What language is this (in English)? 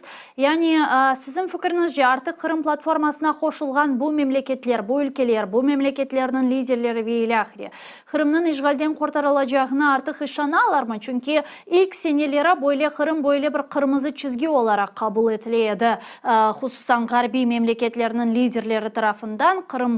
Crimean Tatar